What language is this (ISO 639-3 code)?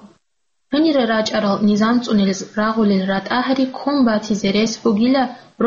ava